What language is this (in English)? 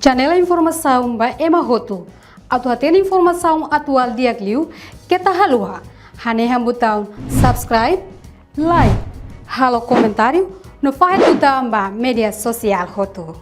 Tetum